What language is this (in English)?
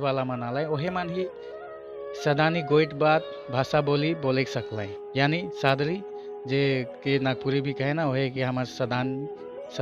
Sadri